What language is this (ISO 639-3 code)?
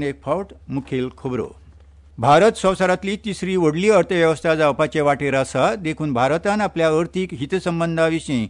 kok